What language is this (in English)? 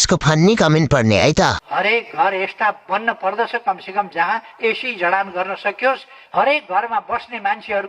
Nepali